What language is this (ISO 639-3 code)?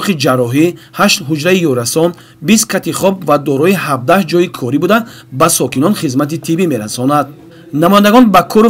tgk